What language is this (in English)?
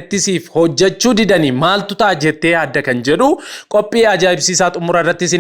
Oromo